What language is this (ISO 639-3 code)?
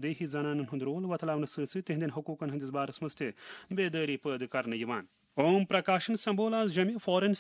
kas